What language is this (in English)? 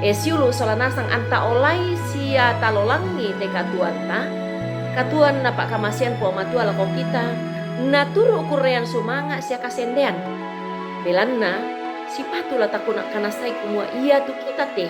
Toraja-Sa'dan